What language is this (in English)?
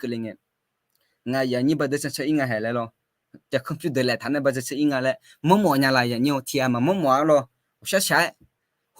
Akha